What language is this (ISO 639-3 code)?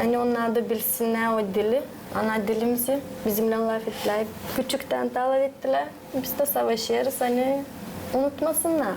gag